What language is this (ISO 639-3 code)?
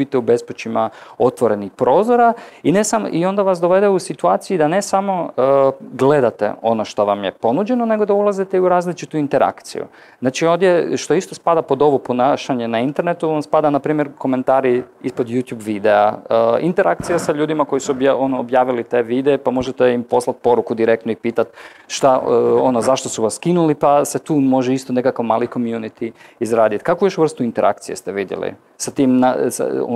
hrv